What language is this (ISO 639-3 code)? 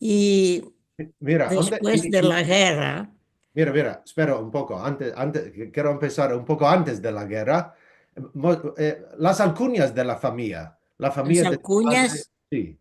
lad